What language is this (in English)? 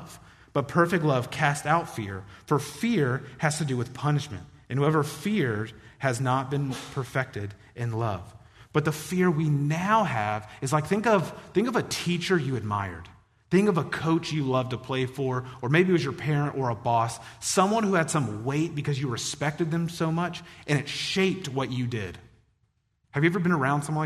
English